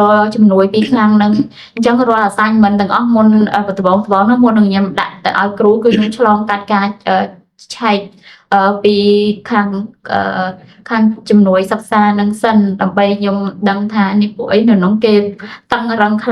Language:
Khmer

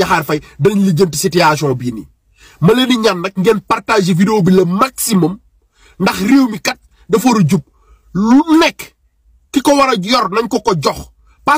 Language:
Wolof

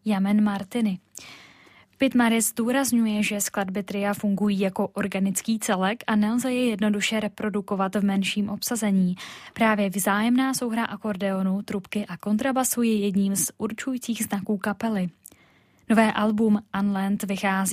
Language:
Czech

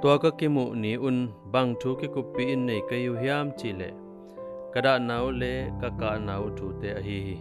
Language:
Tedim Chin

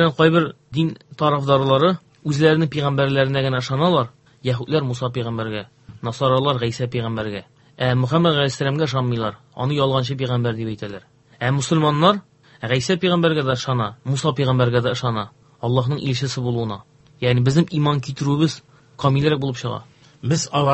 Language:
Tatar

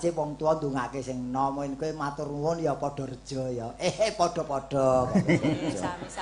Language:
Javanese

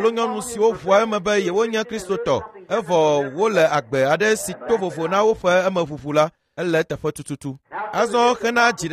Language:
Ewe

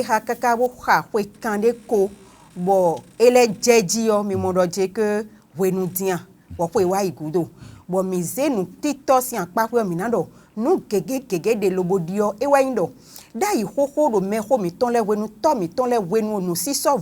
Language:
Fon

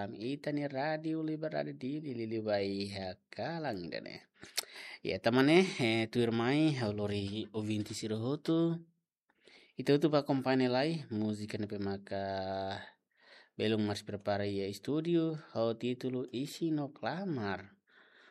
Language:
Tetum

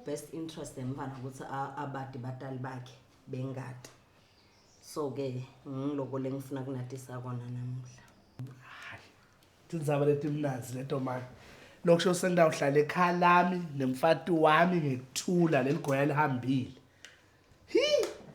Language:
Zulu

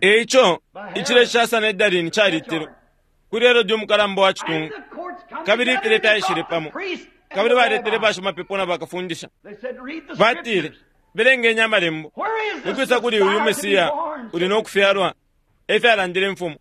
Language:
Bemba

